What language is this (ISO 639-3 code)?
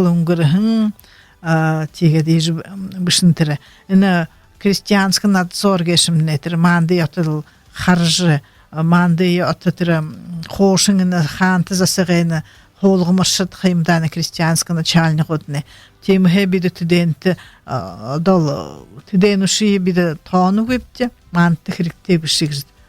bua